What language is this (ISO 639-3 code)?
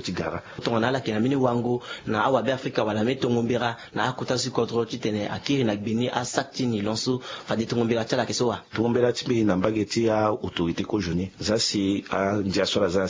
sag